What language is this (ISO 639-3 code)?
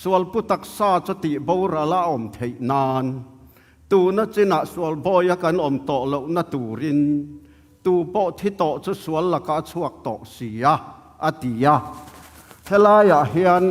ctd